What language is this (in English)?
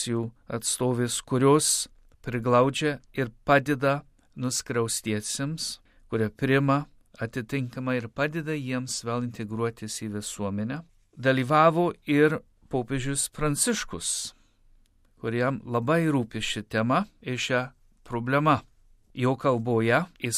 Lithuanian